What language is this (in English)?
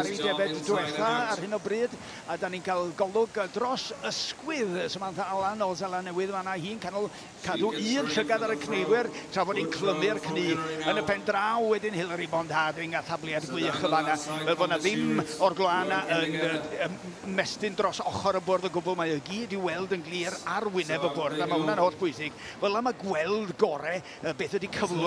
Welsh